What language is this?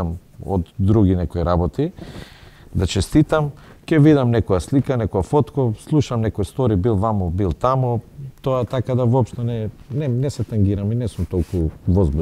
Macedonian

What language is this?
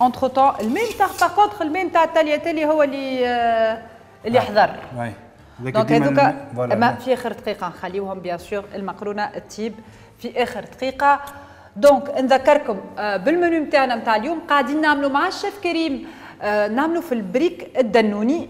Tunisian Arabic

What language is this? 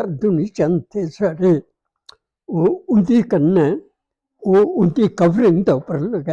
Dogri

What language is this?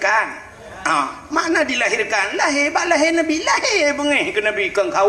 Achinese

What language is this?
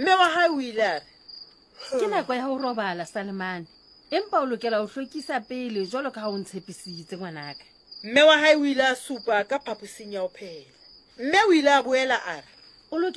Southern Sotho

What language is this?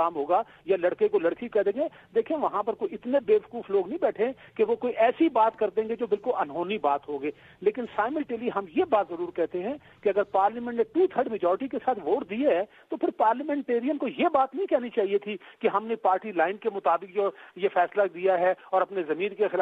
Urdu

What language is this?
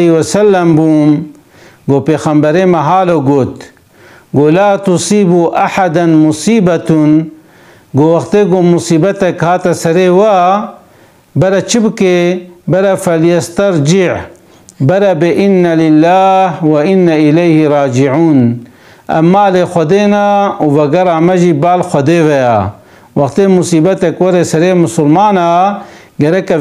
Kurdish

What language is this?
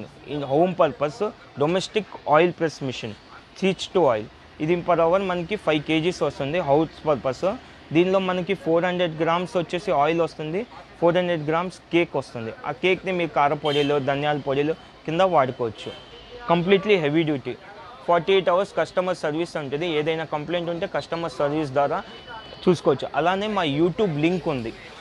Telugu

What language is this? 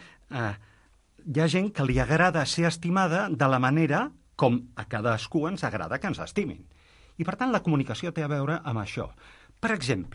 Catalan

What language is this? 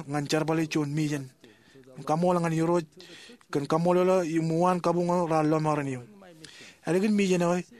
Marshallese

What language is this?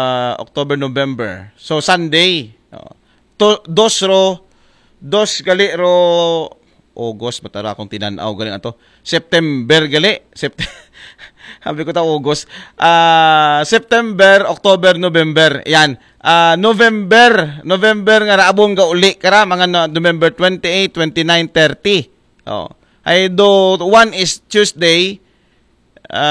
Aklanon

